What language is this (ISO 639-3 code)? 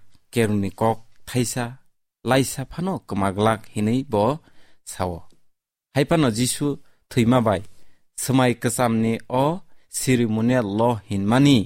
trp